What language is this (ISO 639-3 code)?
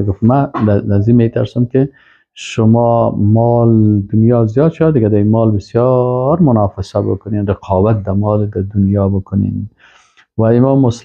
fas